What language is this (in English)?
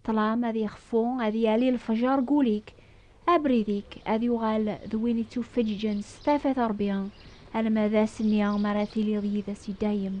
Kabyle